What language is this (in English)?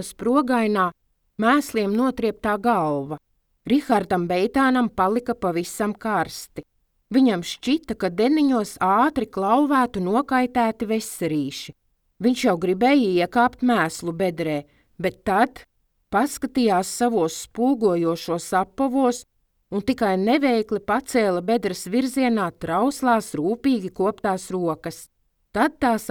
Latvian